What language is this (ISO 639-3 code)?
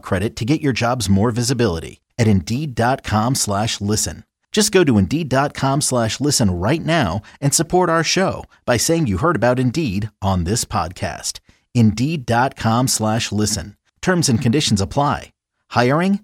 eng